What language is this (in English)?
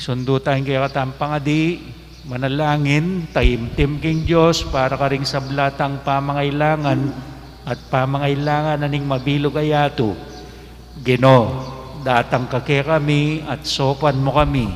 Pampanga